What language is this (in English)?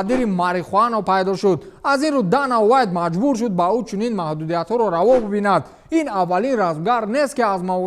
Tajik